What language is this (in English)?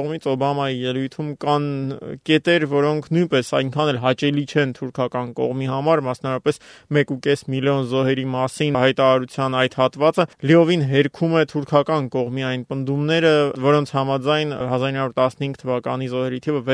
Armenian